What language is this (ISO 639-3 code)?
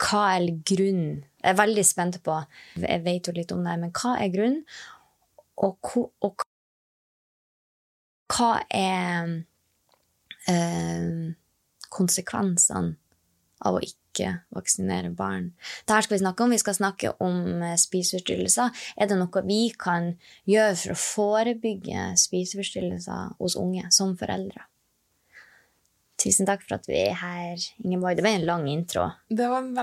nor